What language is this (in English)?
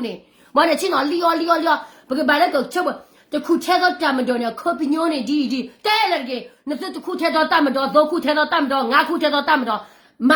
S'gaw Karen